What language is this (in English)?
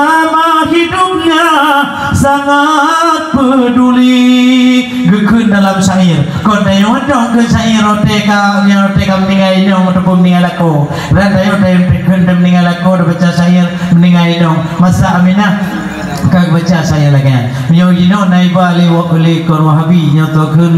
Achinese